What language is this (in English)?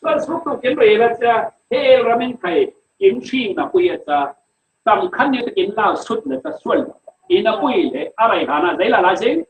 Falam Chin